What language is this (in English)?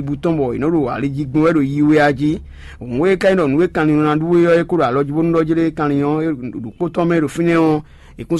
Fon